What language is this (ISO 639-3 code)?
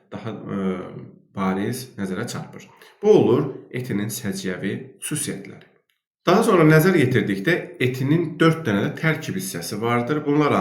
aze